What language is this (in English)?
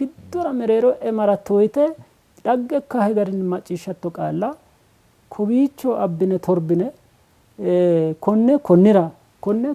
Sidamo